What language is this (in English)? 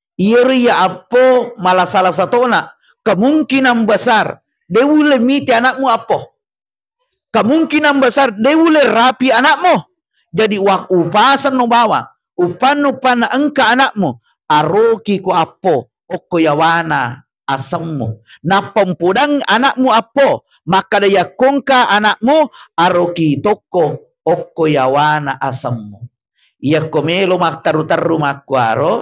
Buginese